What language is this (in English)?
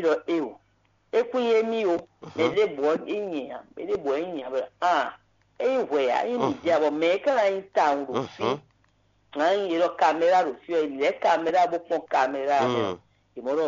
Fon